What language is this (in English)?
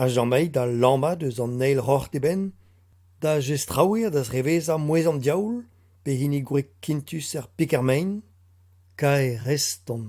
Breton